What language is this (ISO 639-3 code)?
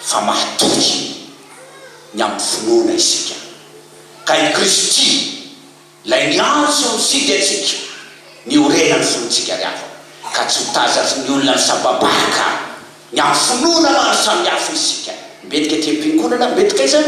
mlg